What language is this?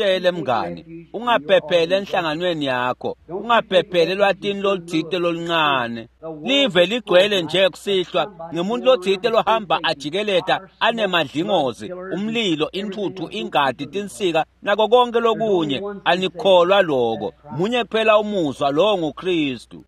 Swati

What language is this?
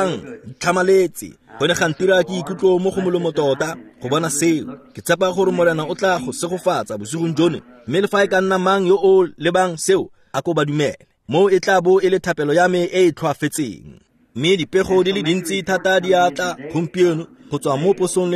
Tswana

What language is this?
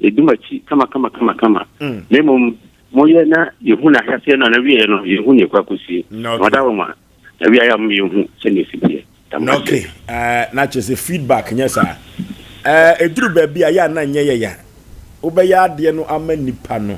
Akan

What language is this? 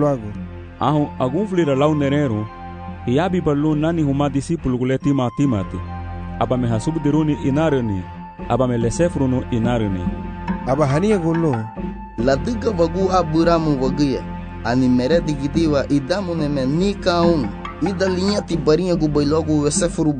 Garifuna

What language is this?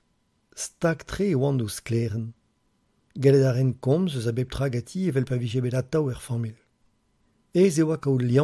Breton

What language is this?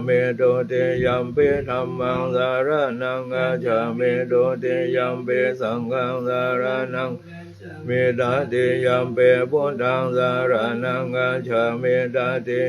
Pali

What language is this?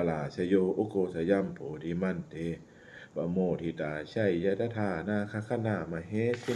Pali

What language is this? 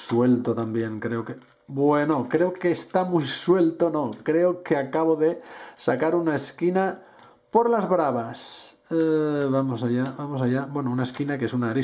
Spanish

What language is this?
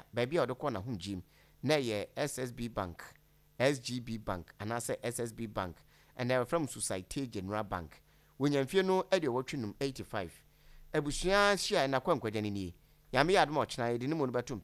Akan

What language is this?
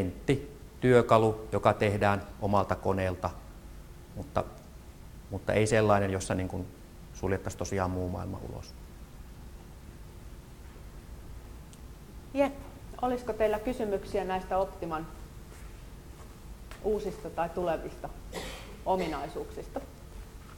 Finnish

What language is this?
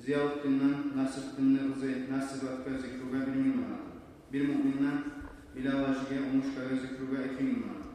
Kumyk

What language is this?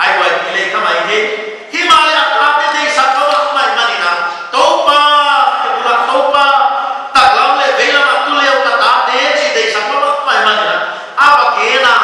Paite Chin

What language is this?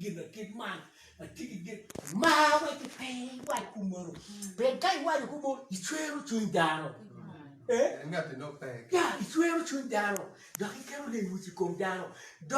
Acoli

